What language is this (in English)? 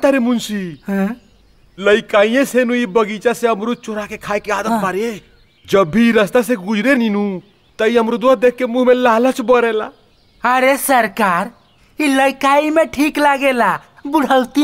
Bhojpuri